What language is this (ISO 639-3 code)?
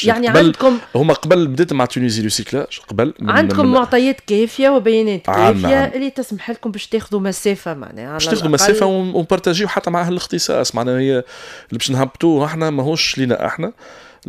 aeb